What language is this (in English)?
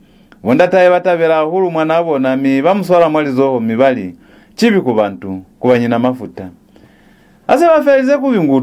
Lozi